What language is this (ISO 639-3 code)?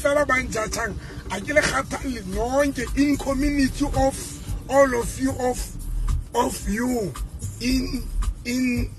sot